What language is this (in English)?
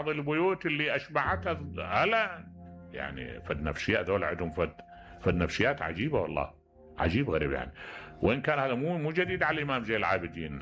Mesopotamian Arabic